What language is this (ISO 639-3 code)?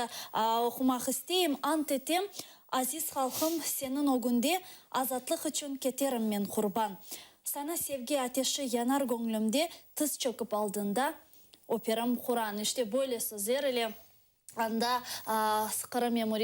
crh